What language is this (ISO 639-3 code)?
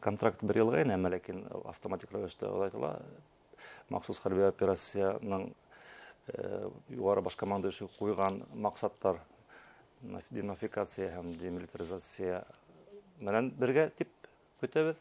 bak